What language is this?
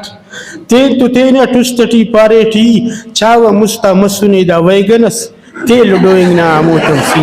Brahui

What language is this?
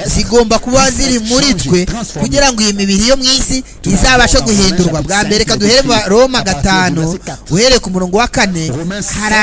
Kinyarwanda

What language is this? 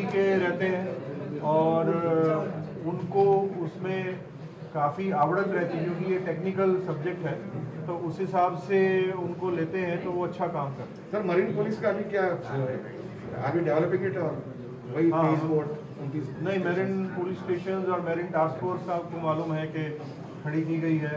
Gujarati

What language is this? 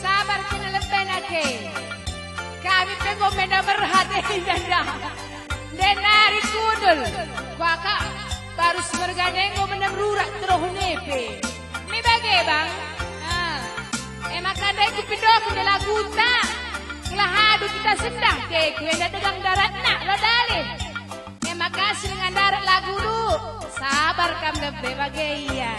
Batak Karo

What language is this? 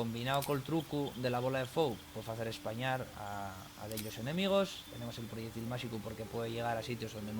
Asturian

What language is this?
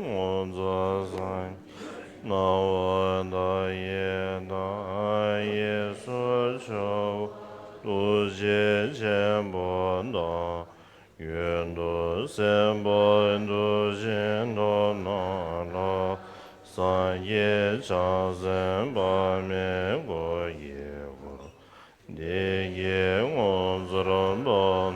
Tibetan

